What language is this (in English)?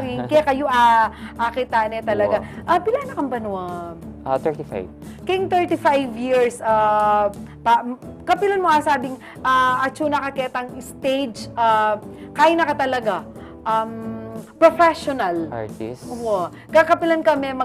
Pampanga